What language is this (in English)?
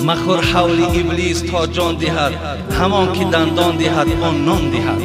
Tajik